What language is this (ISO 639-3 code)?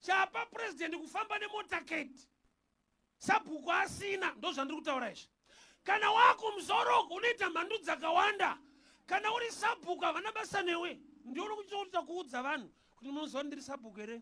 sna